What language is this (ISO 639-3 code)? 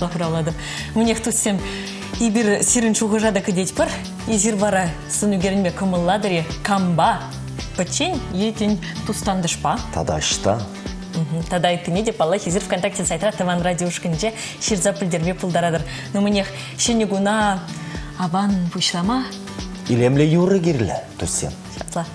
chv